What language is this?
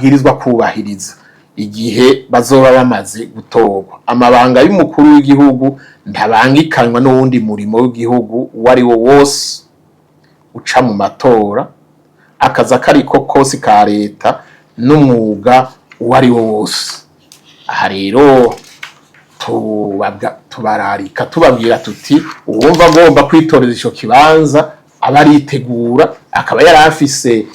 Rundi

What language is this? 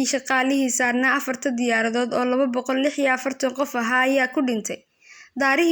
Somali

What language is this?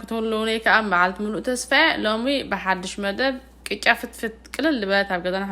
Tigrinya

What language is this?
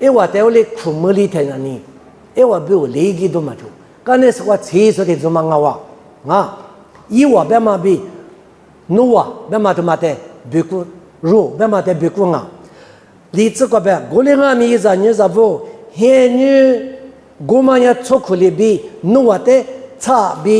Lisu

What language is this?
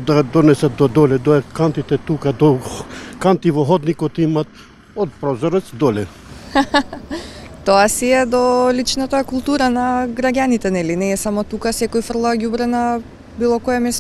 Macedonian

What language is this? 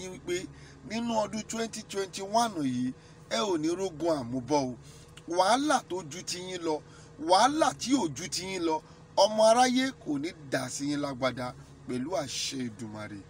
Yoruba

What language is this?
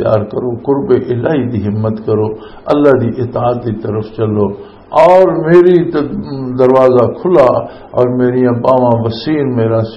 Western Panjabi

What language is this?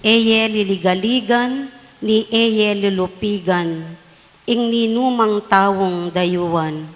Pampanga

